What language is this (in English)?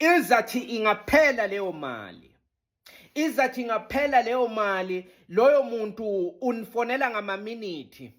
Zulu